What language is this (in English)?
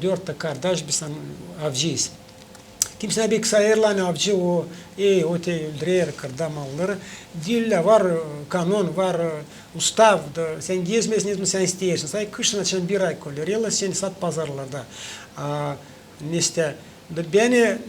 Gagauz